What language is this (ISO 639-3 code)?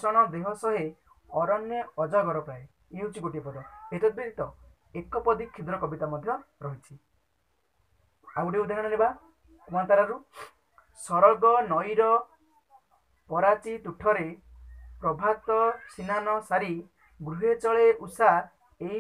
ori